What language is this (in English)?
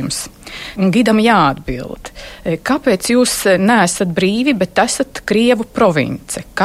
Latvian